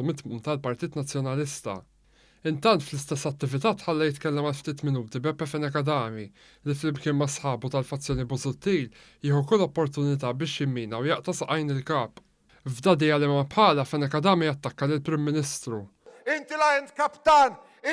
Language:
Maltese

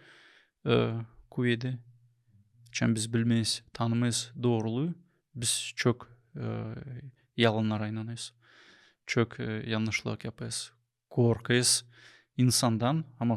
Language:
Gagauz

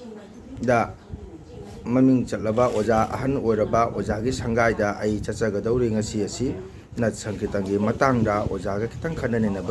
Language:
Manipuri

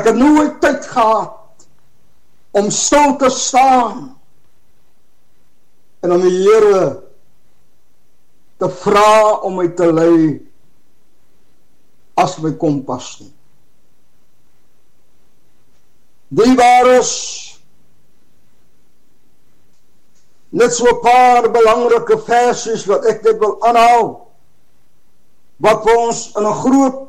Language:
Afrikaans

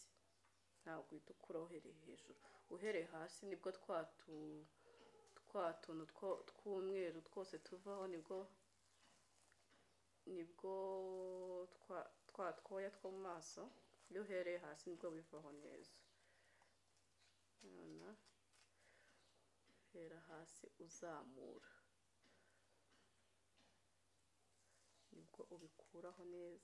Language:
Kinyarwanda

